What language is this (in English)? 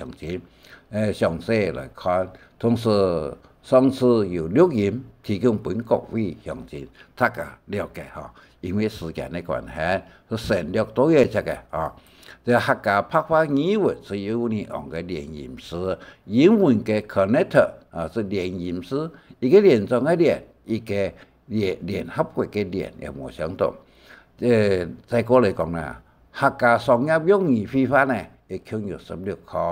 Hakka Chinese